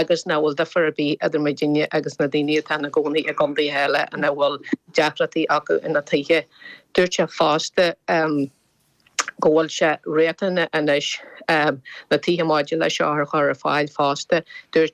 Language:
Irish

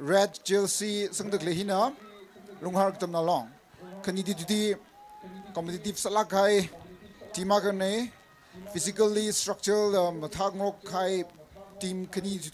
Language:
Tangkhul Naga (India)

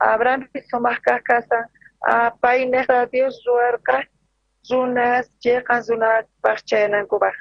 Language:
South Bolivian Quechua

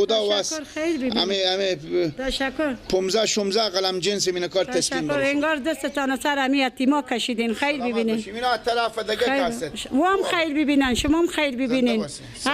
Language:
Persian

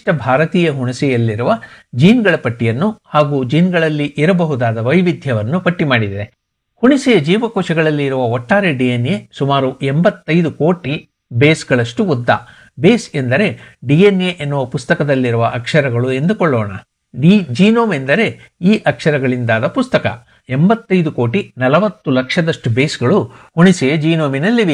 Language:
Kannada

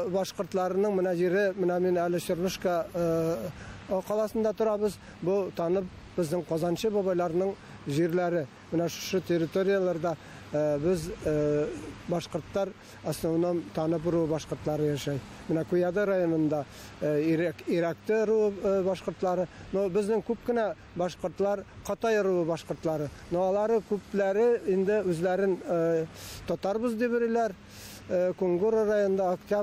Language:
Bashkir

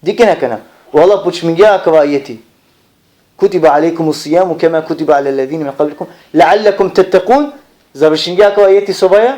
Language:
Balkan Romani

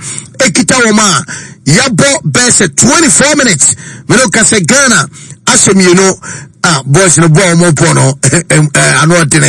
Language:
Akan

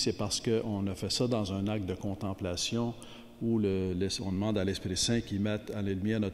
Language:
French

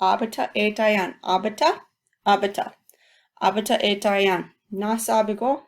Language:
Chippewa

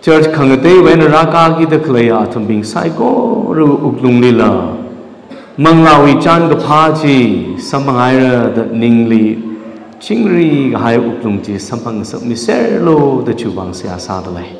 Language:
Tangkhul Naga (India)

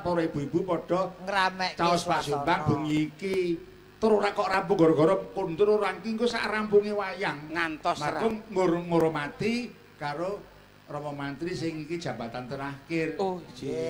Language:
Javanese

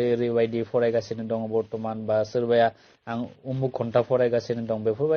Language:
Bodo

